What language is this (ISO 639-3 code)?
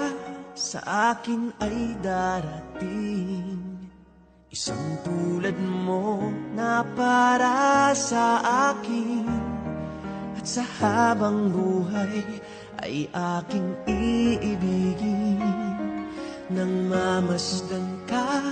fil